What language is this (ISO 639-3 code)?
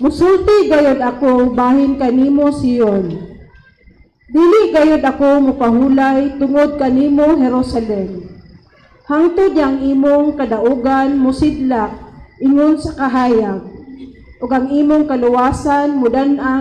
ceb